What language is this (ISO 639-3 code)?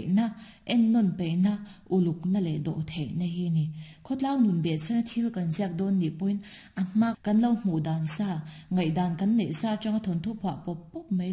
lus